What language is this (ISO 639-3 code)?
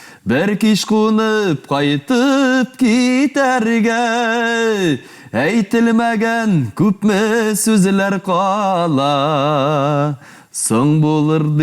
tat